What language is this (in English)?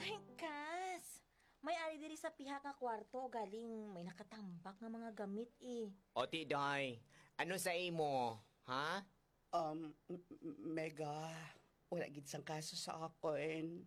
Hiligaynon